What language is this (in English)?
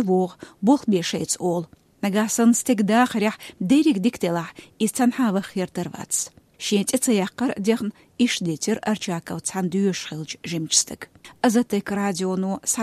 Chechen